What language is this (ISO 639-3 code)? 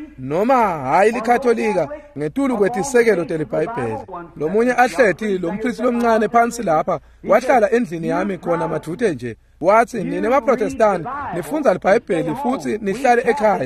ssw